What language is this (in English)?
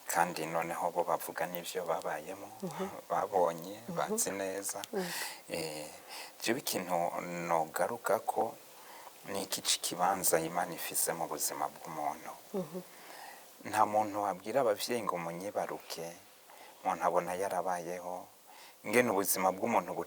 Rundi